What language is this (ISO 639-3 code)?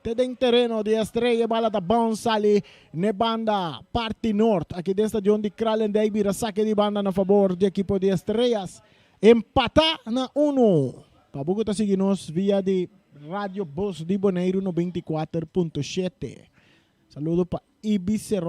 pap